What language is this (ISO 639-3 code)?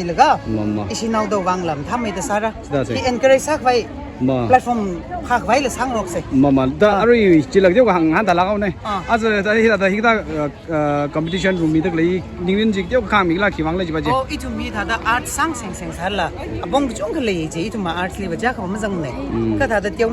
nmf